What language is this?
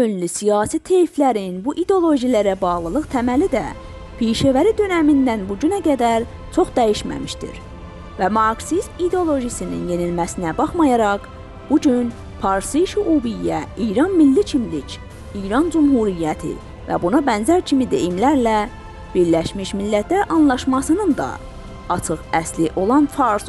South Azerbaijani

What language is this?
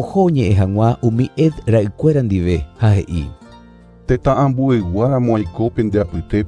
Guarani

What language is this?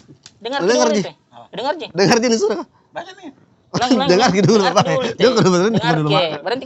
Makassar Malay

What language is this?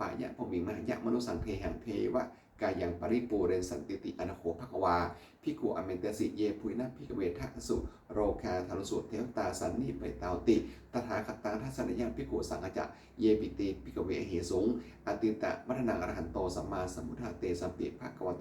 Pali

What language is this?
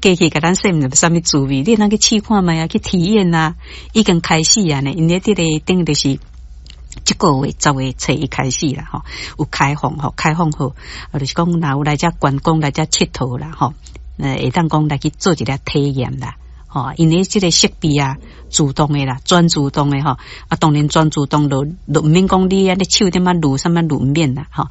Min Nan Chinese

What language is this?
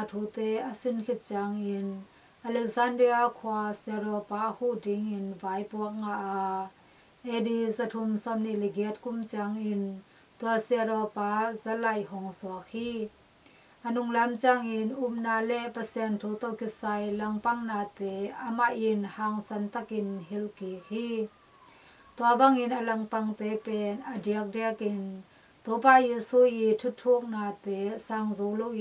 Tedim Chin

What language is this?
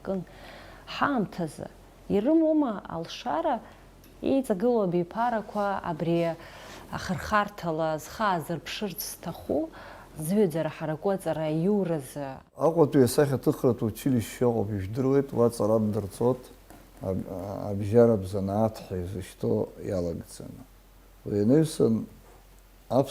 Abkhazian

